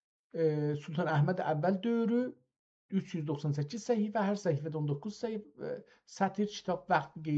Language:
South Azerbaijani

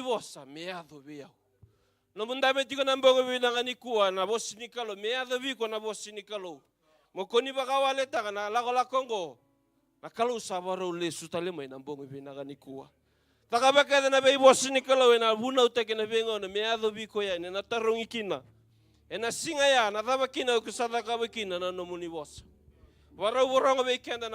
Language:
Fijian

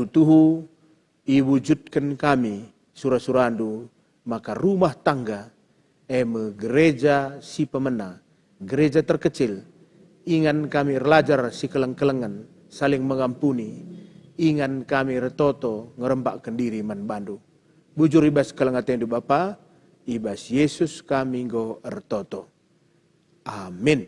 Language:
Batak Karo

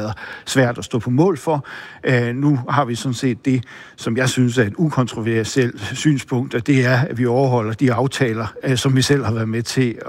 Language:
Danish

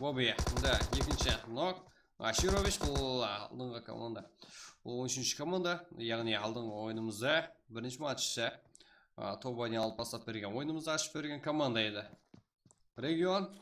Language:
Kara-Kalpak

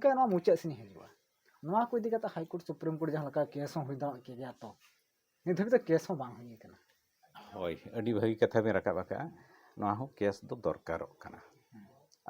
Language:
Santali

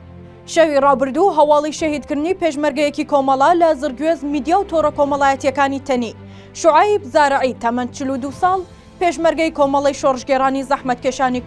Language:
Central Kurdish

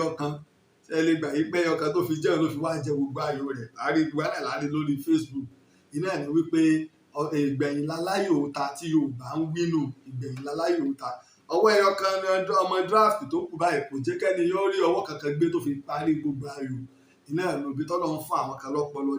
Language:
Yoruba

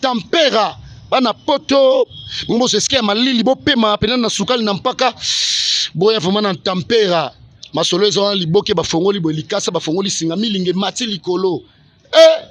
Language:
Lingala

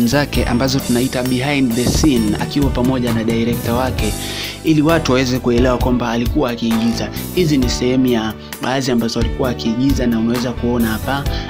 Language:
Swahili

